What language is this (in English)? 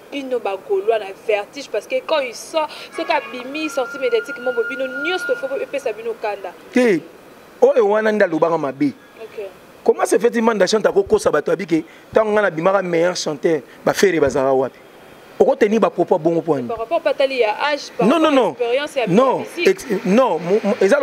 Lingala